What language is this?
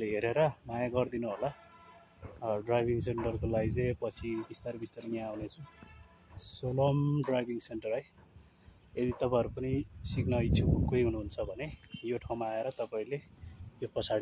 Nepali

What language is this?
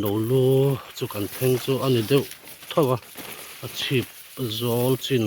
Mizo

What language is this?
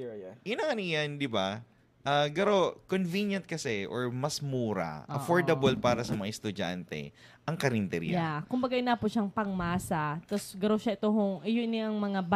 Bikol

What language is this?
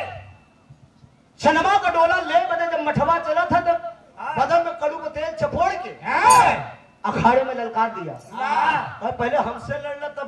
Bhojpuri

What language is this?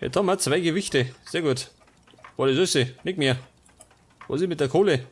Bavarian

